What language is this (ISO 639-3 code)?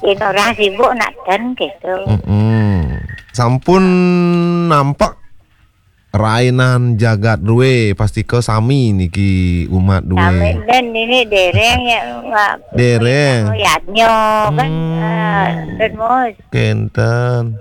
ban